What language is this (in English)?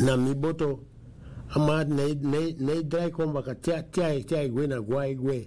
Sranan Tongo